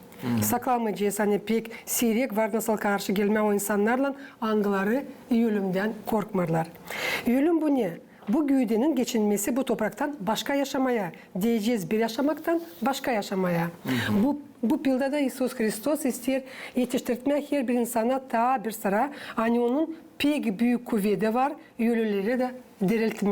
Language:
Gagauz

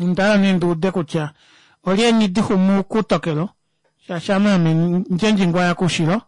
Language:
Kuanyama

